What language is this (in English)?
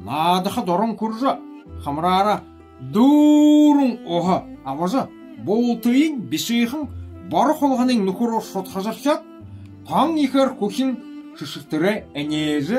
Buriat